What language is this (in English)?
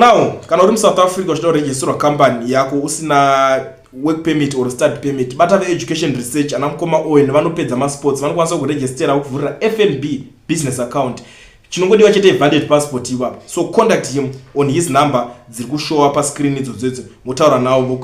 Shona